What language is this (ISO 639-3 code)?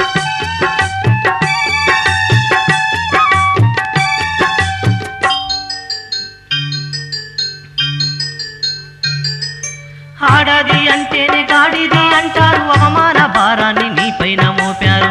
tel